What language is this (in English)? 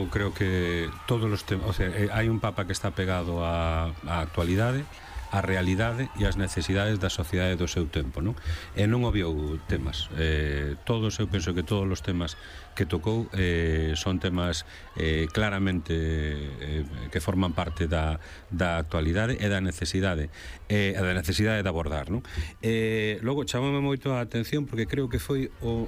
Galician